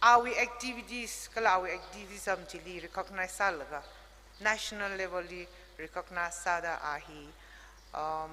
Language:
Tangkhul Naga (India)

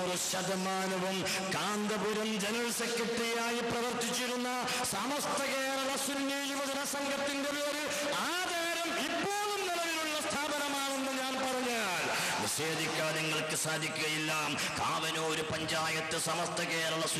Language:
Malayalam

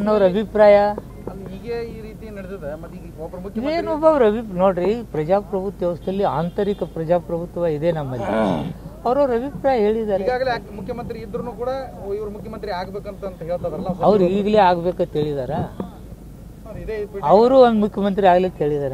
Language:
Kannada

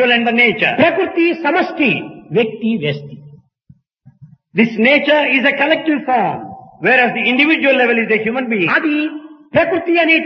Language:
Telugu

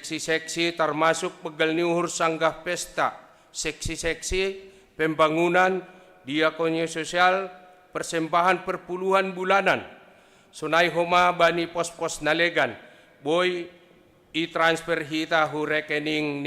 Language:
Batak Simalungun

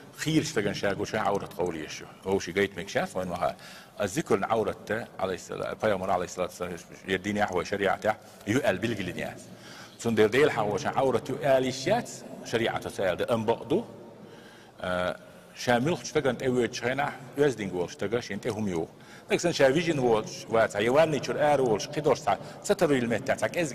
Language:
Chechen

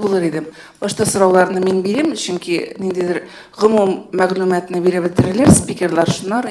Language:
Tatar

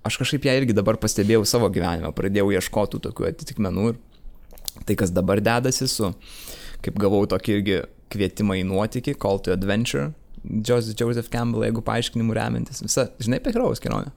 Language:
Lithuanian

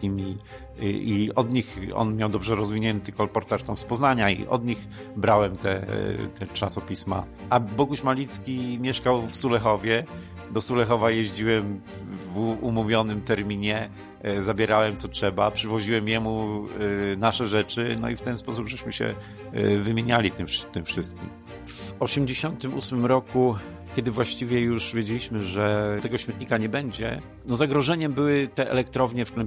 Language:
Polish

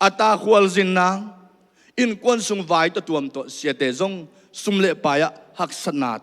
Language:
Tedim Chin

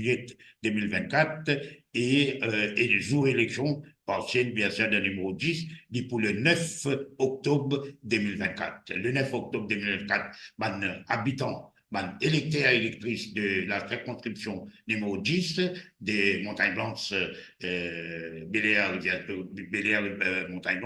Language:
Morisyen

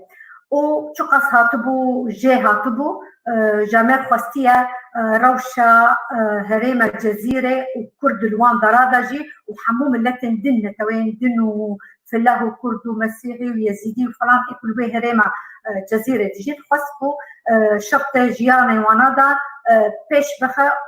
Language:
Kurdish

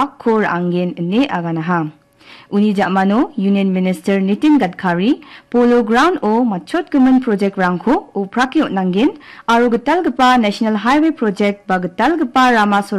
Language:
Garo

